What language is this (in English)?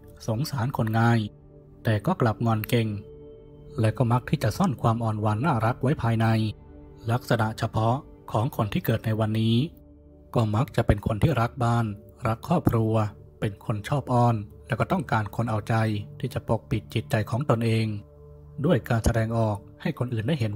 Thai